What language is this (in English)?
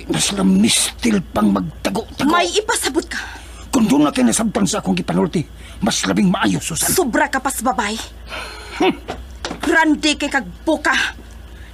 Cebuano